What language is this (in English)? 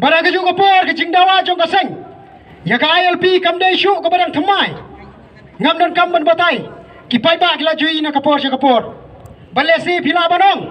Khasi